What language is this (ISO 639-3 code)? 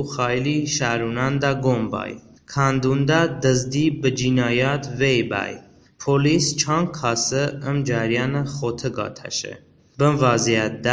tly